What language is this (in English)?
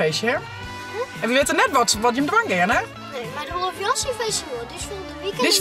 Western Frisian